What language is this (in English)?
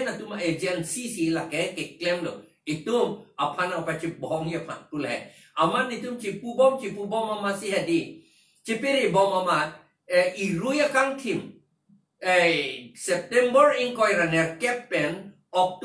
Karbi